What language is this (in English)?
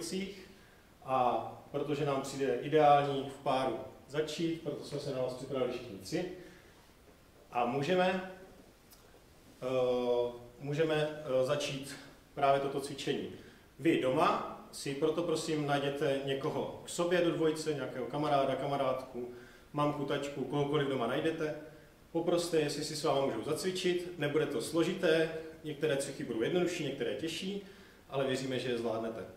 Czech